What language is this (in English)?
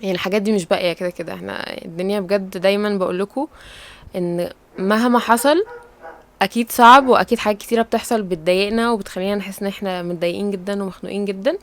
Egyptian Arabic